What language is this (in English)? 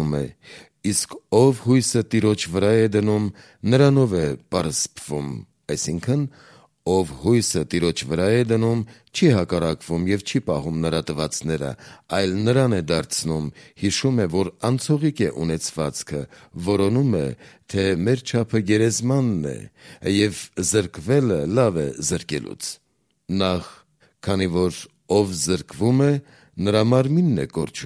Armenian